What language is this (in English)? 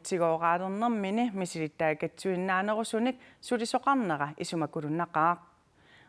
Kalaallisut